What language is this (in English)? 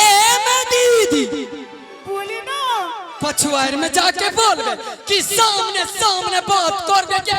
Angika